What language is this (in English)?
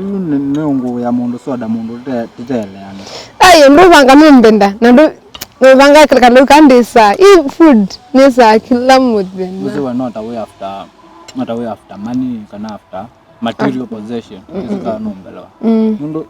Kamba